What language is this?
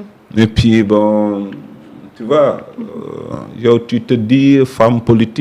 Wolof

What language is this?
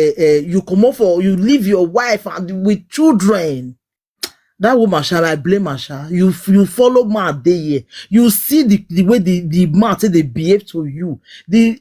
Nigerian Pidgin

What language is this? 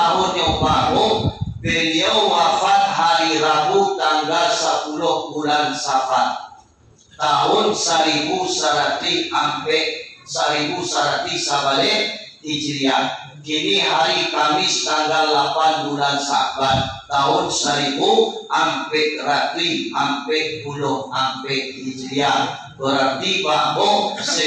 Minangkabau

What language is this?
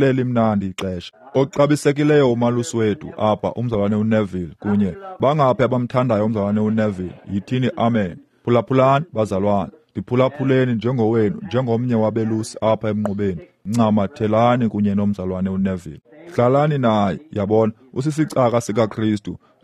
Xhosa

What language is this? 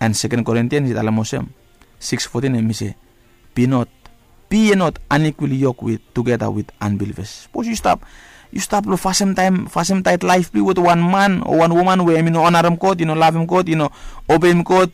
Bislama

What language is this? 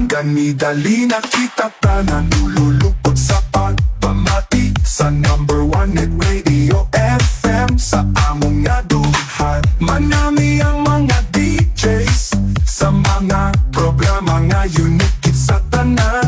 Hiligaynon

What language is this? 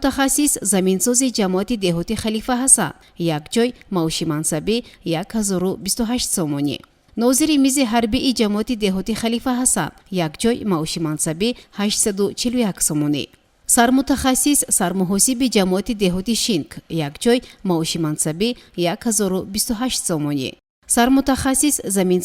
Tajik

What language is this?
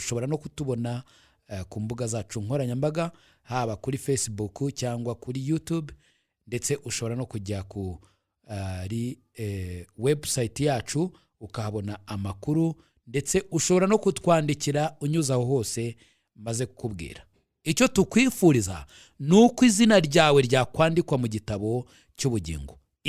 Kinyarwanda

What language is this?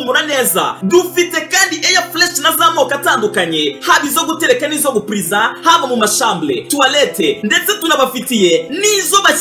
Kinyarwanda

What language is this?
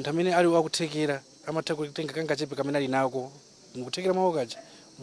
Nyanja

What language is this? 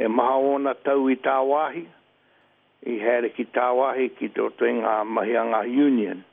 Māori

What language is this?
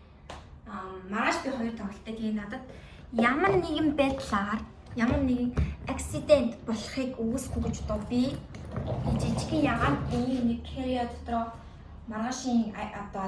Mongolian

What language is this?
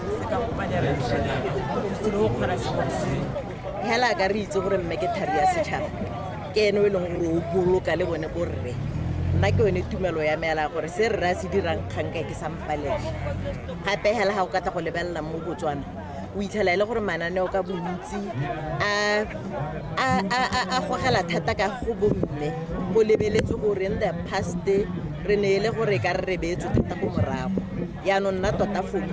Tswana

